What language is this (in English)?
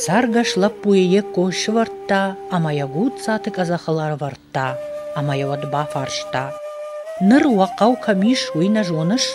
Ossetic